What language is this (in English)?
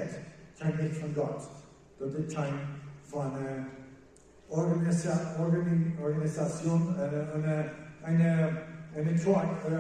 Plautdietsch